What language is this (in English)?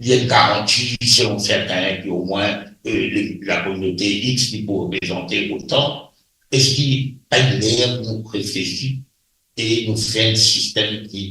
Morisyen